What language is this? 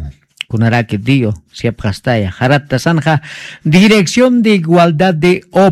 Aymara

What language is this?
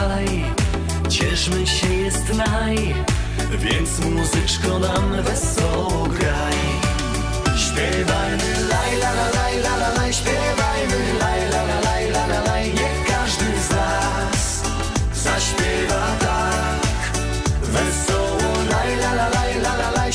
Polish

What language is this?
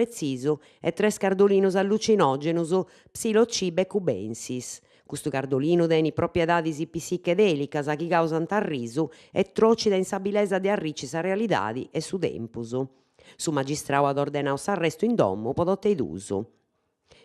Sardinian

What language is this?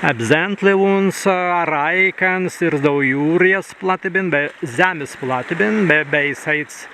Prussian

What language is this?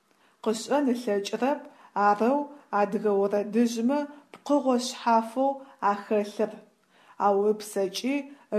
Adyghe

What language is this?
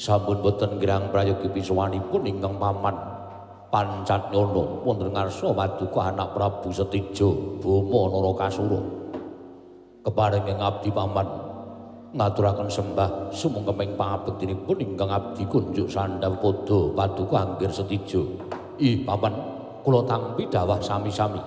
Javanese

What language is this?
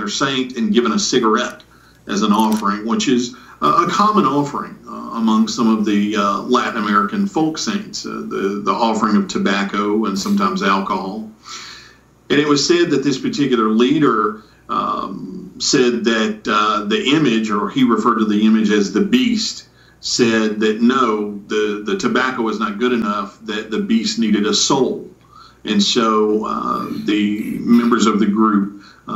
English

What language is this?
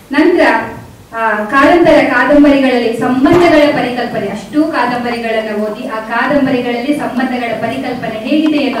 Kannada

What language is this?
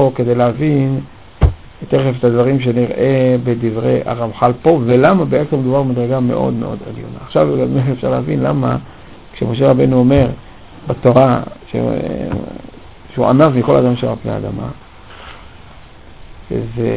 Hebrew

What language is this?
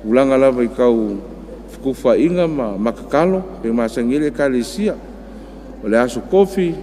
Samoan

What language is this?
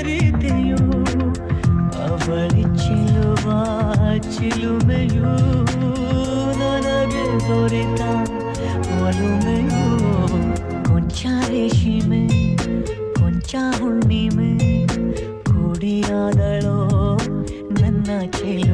Kannada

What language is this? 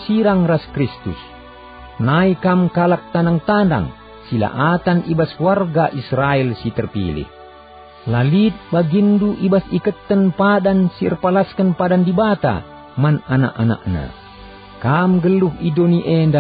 Batak Karo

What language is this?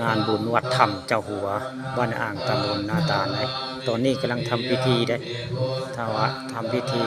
Northeastern Thai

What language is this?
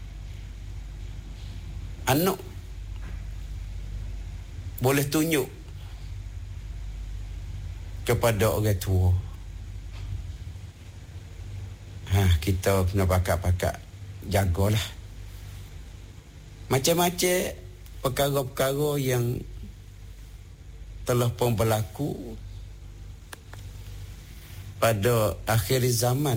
Malay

